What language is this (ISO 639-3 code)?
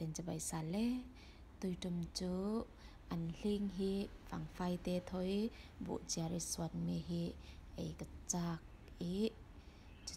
cfm